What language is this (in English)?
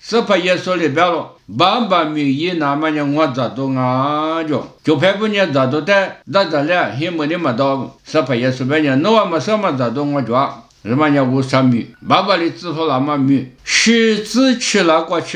Lisu